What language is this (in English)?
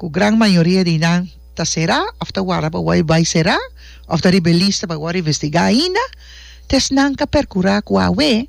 Papiamento